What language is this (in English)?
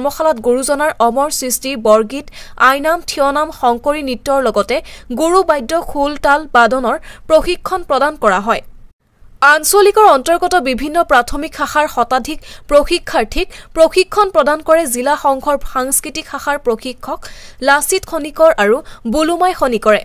Assamese